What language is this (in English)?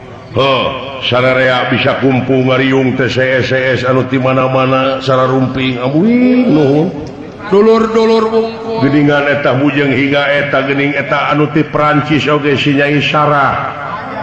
Sundanese